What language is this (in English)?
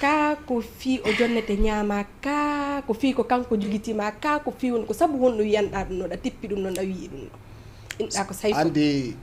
Fula